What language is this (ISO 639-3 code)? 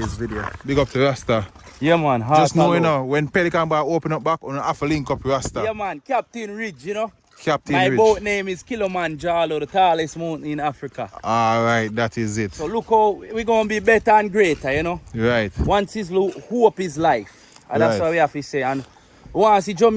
jam